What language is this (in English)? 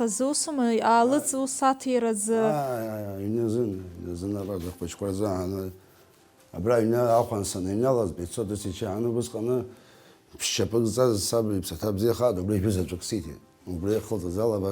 Abkhazian